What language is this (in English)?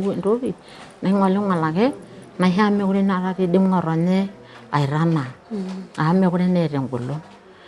Masai